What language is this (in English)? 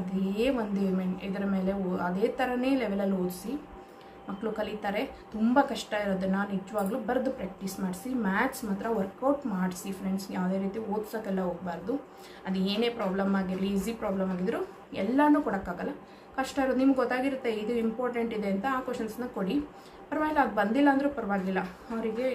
Kannada